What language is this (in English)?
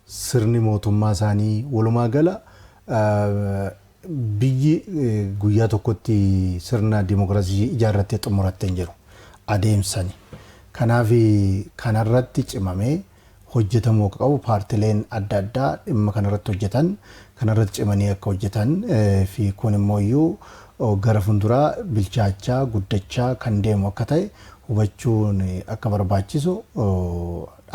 Oromo